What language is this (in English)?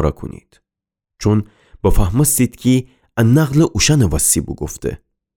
Gilaki